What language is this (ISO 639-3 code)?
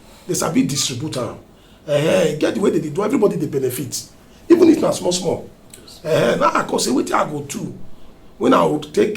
pcm